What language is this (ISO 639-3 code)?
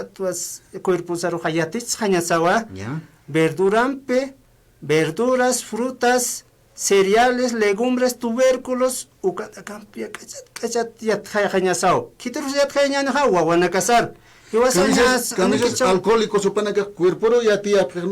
aym